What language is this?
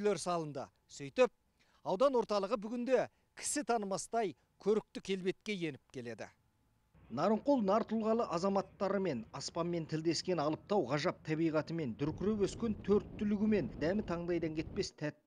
Kazakh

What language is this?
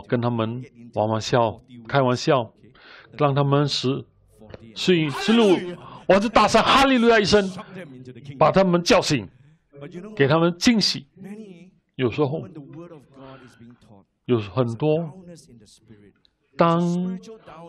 Chinese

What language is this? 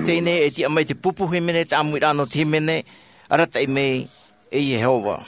Tahitian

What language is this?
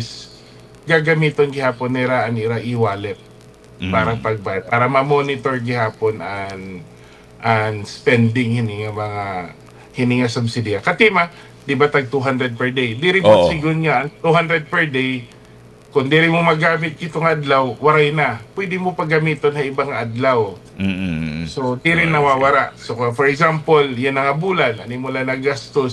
Waray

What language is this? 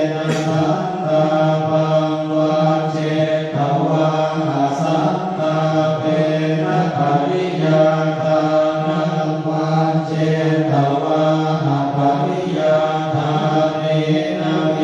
Pali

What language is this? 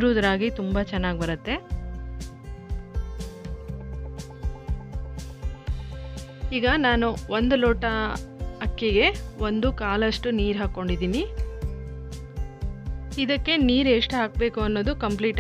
Kannada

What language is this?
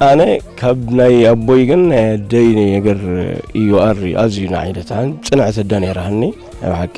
Tigrinya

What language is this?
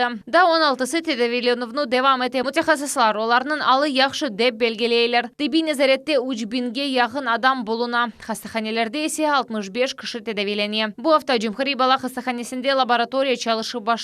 Crimean Tatar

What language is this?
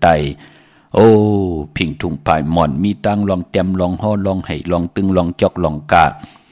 Shan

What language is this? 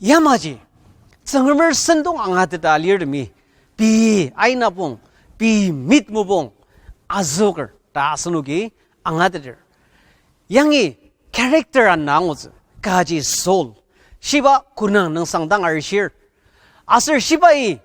Ao Naga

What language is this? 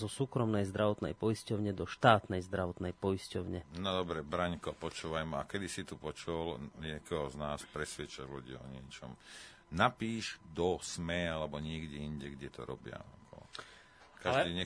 Slovak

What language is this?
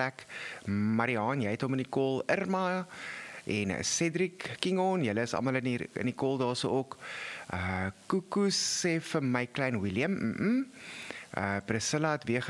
Afrikaans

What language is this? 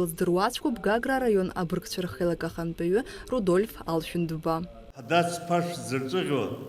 Abkhazian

